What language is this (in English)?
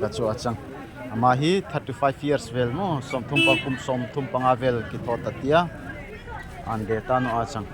Darlong